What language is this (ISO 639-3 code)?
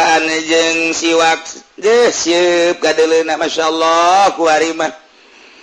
sun